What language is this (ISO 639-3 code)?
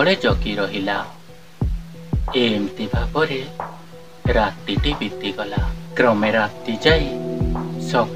ori